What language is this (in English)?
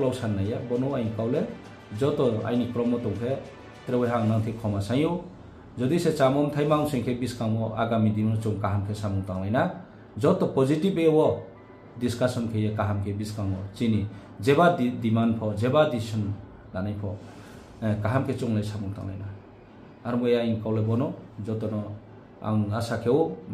Riang (India)